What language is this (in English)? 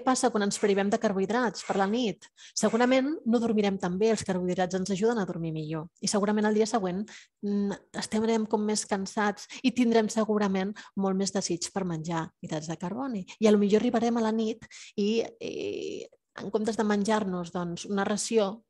Catalan